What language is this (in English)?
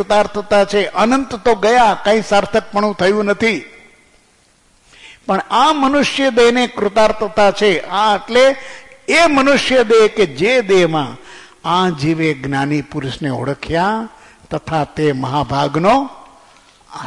Gujarati